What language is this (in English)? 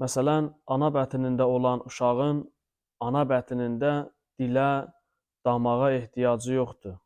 Azerbaijani